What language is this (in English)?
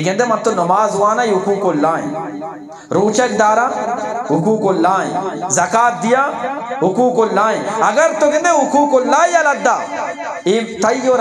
Eastern Balochi